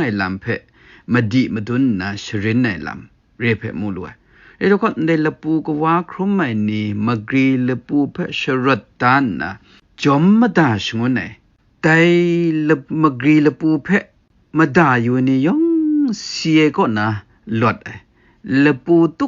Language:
Kachin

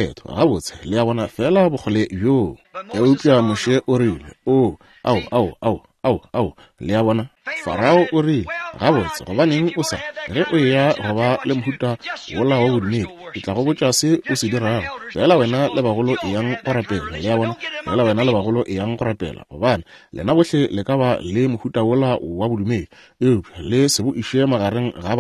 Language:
Northern Sotho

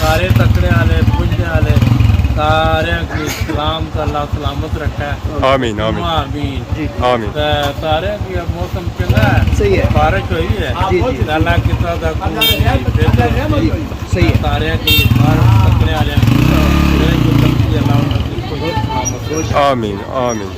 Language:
Pahari-Potwari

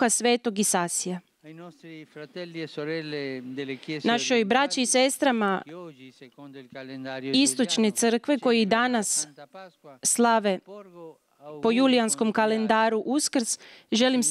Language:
Croatian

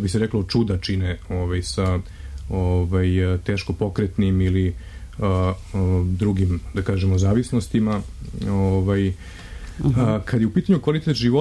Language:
Serbian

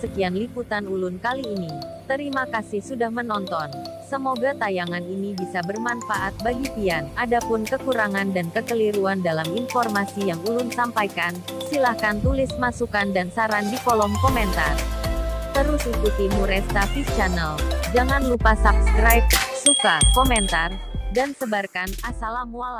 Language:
Banjar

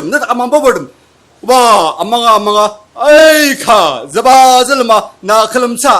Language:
Ao Naga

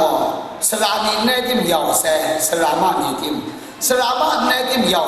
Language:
Kachin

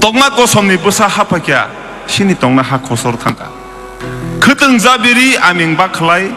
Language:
Kok Borok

